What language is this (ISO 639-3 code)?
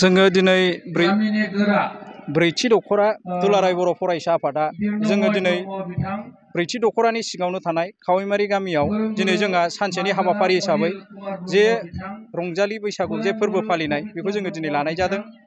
brx